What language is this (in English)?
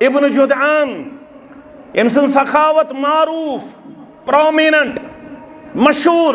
Kashmiri